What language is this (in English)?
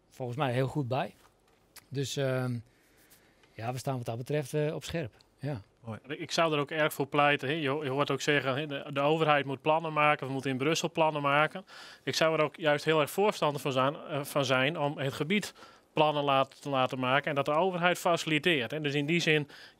Dutch